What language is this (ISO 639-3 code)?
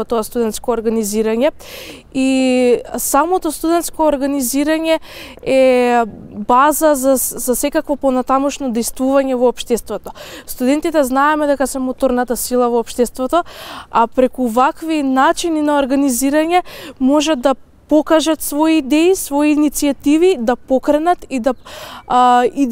mkd